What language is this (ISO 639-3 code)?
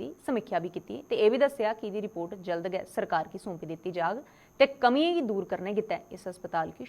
doi